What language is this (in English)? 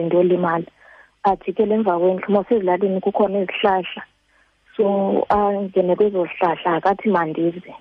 Xhosa